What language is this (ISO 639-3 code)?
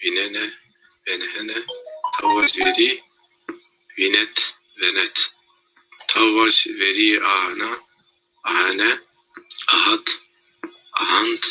zza